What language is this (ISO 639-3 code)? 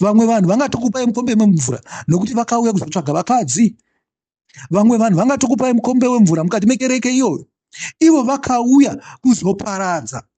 sna